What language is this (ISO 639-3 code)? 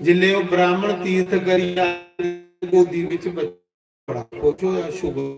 doi